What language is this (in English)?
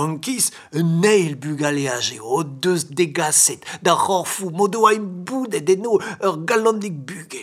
Breton